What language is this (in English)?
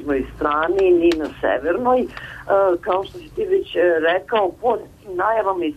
Serbian